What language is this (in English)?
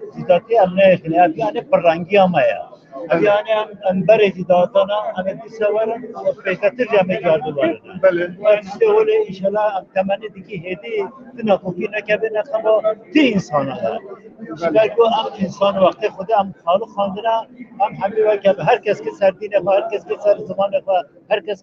Kurdish